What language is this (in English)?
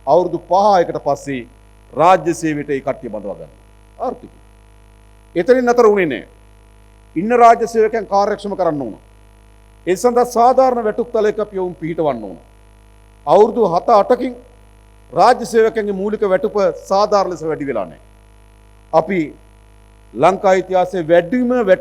Sinhala